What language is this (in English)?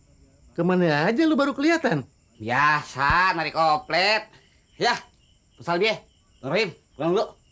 Betawi